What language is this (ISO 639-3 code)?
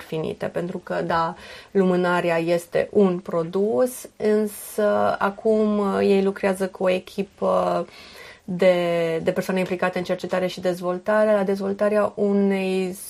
ron